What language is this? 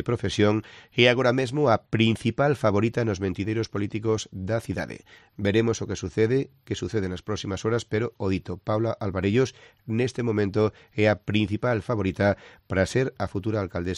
Galician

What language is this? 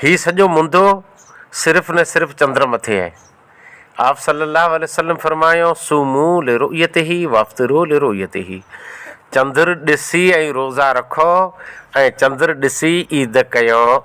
Sindhi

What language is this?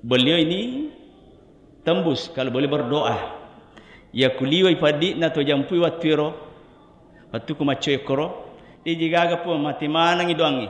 Buginese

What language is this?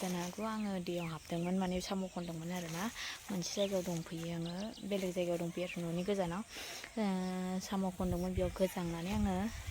Bodo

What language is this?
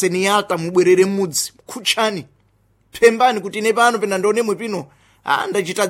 Sena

